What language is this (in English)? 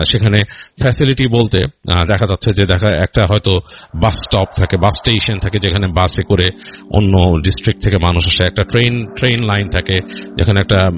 Bangla